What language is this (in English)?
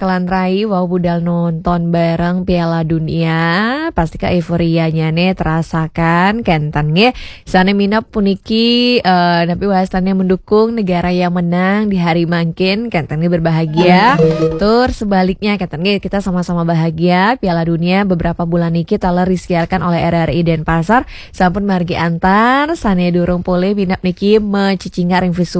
Balinese